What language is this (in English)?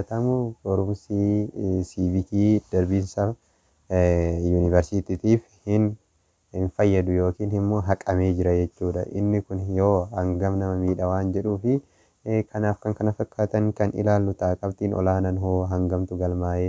Oromo